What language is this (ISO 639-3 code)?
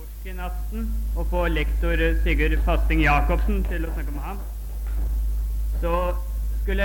nor